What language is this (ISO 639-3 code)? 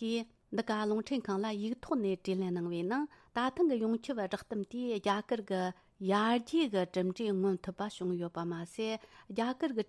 bod